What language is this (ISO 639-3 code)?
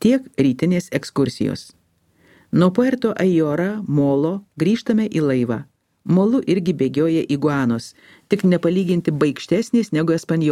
lit